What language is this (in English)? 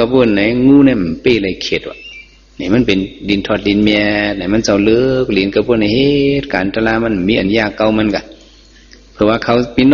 Shan